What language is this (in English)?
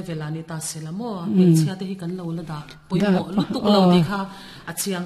Mizo